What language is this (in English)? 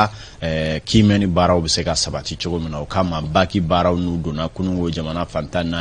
Bambara